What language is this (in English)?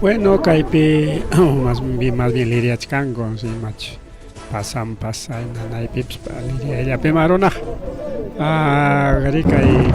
Ayacucho Quechua